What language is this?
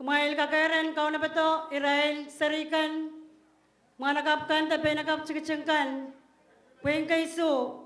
Pohnpeian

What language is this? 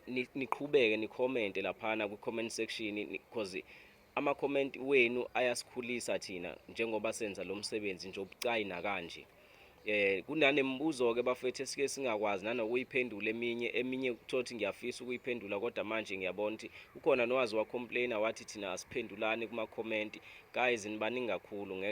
Zulu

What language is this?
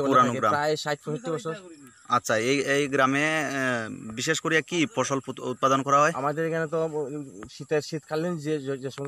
Bangla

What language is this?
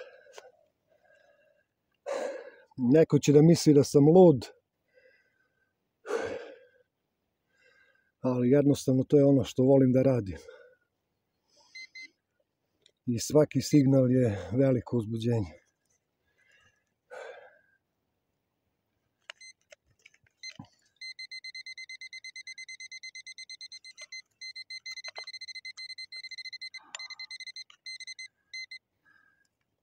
Serbian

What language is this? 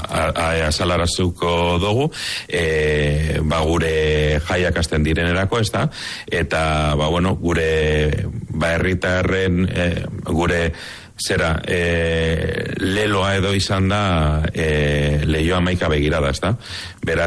Basque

